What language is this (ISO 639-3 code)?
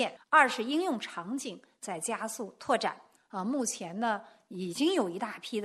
zho